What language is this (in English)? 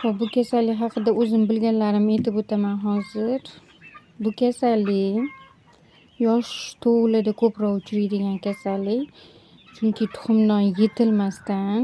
Uzbek